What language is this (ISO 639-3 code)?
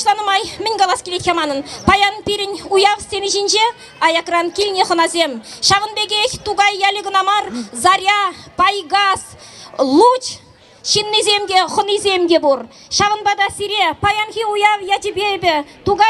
chv